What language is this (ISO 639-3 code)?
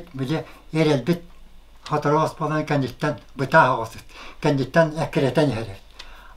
sah